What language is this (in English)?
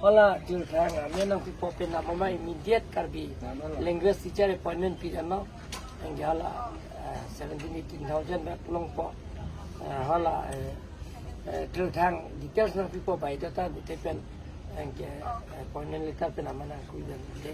Karbi